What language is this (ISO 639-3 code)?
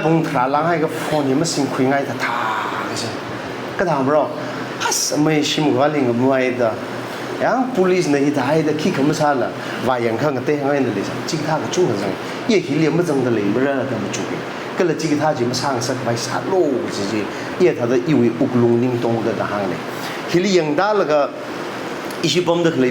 nmf